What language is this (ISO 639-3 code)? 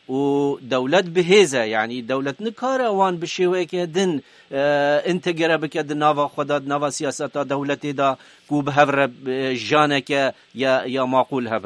kur